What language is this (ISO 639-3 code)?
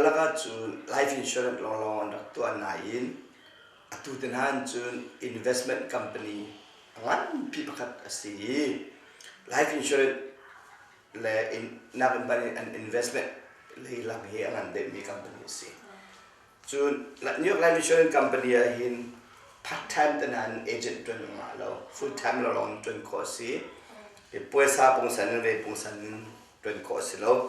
cnh